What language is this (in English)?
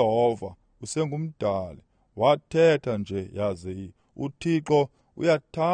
Xhosa